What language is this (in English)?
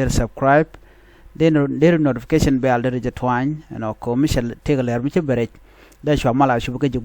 Nuer